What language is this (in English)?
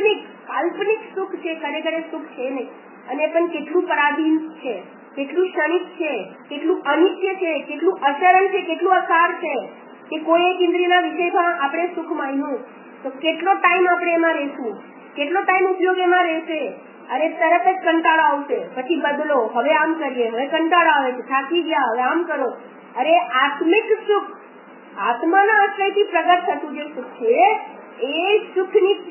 Gujarati